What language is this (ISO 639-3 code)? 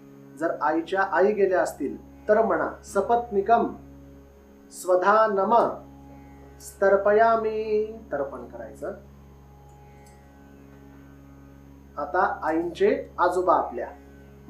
mar